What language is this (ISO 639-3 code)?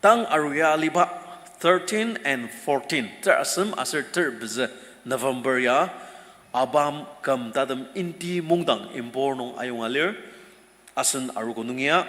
njo